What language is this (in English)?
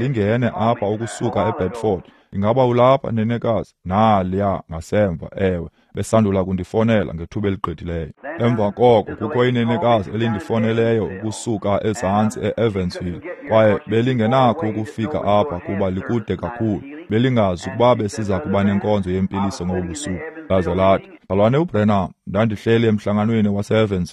Xhosa